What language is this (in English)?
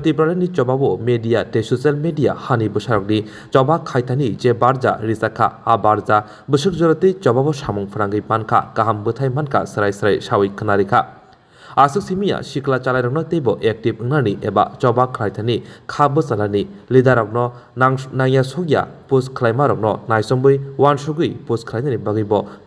Kok Borok